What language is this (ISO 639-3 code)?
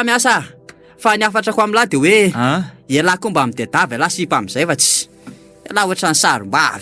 mlg